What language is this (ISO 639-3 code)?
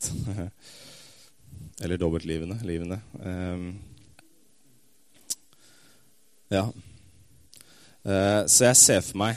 nor